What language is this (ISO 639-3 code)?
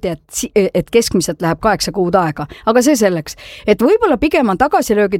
est